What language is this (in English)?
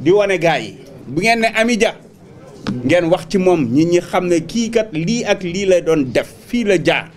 Wolof